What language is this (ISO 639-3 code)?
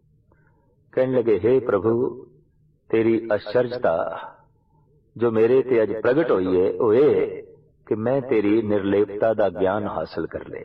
pan